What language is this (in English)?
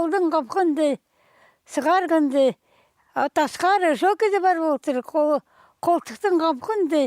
Khakas